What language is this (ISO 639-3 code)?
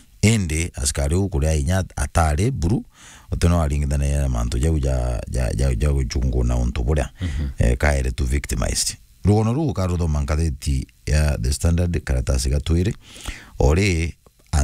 mer